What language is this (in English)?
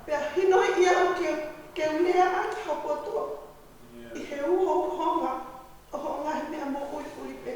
Tongan